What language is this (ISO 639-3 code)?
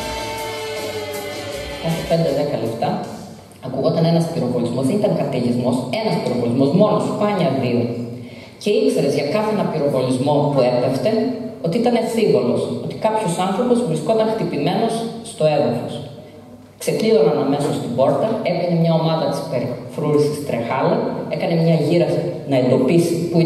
ell